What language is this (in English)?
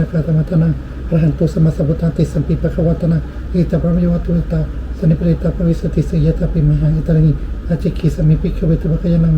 Pali